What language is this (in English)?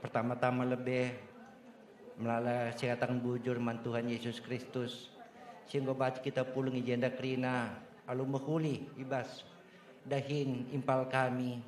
Batak Karo